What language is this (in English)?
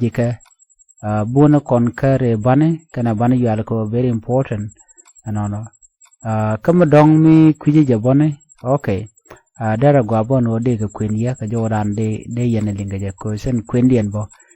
Nuer